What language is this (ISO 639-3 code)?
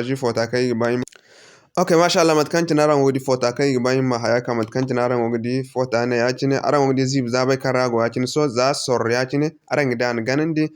dje